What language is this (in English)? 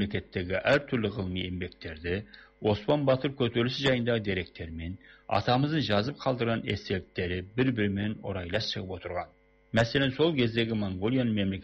Kazakh